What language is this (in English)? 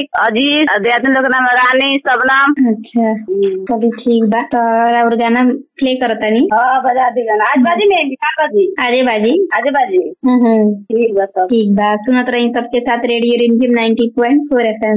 Bhojpuri